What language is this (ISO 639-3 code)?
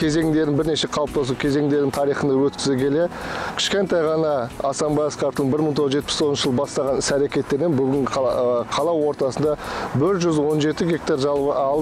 kaz